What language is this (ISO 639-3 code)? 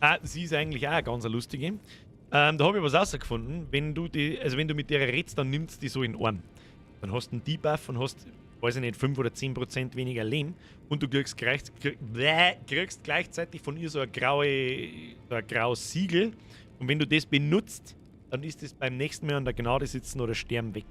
bar